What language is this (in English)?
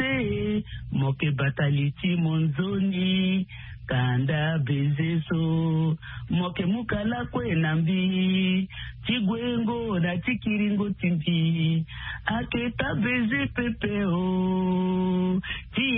Sango